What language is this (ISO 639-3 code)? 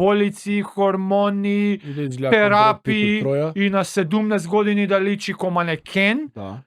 mkd